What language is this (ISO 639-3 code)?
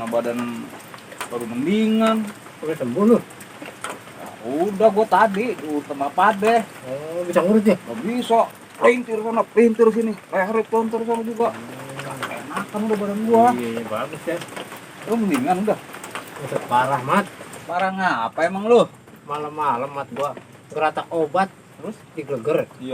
bew